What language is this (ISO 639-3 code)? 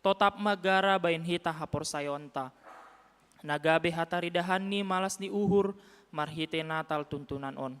bts